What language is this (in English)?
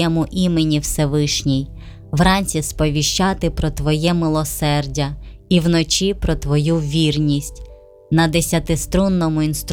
Ukrainian